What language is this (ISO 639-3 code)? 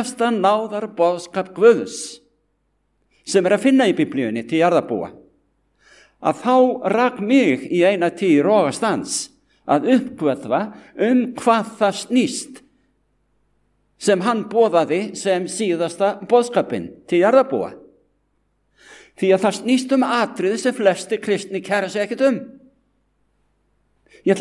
isl